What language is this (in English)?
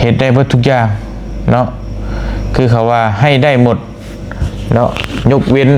Lao